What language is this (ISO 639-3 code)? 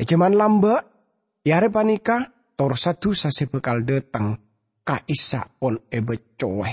mad